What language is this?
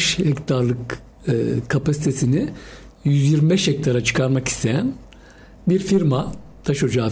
Turkish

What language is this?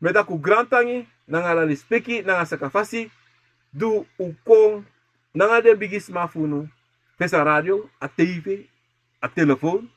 Sranan Tongo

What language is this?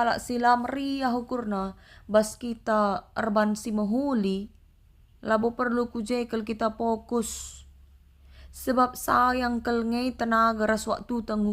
Batak Karo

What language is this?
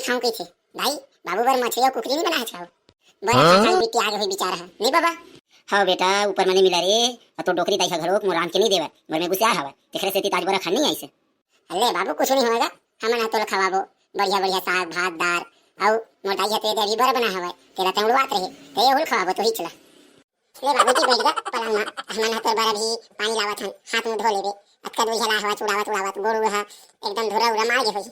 Chhattisgarhi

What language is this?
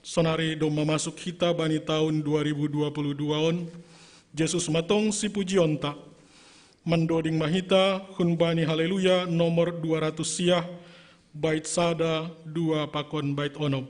Batak Simalungun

